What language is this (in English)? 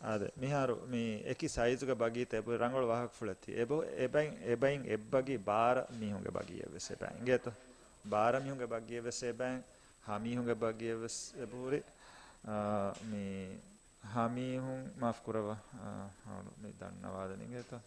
Divehi